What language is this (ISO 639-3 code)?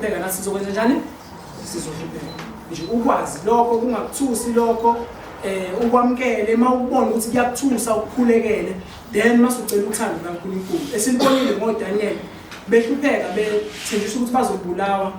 zul